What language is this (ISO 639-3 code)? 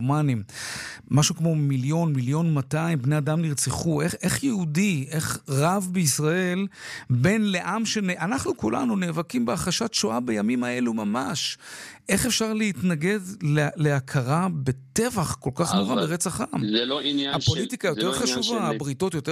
heb